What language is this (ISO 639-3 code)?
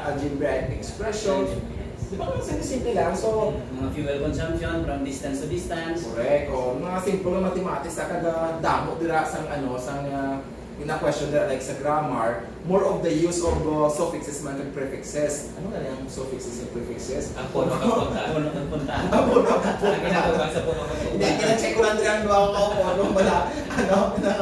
hil